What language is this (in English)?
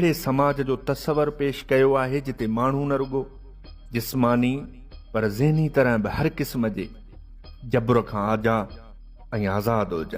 Sindhi